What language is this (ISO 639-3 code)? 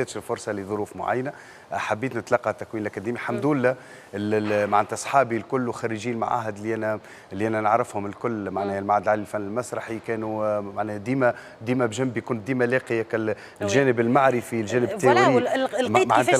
aeb